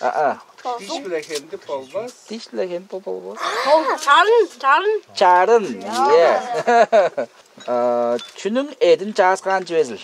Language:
Tuvinian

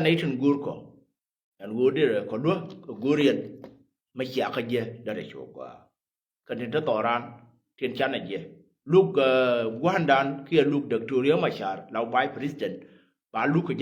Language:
Nuer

